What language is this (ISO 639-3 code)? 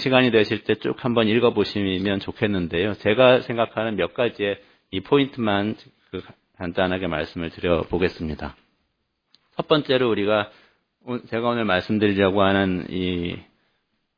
kor